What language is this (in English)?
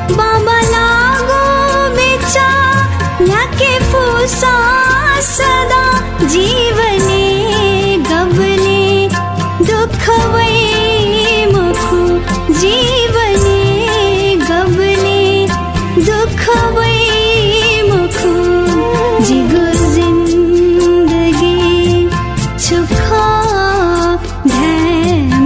Newari